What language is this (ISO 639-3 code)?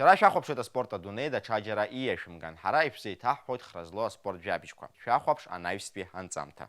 abk